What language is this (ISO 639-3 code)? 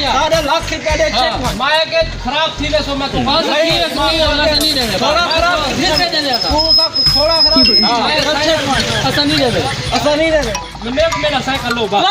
skr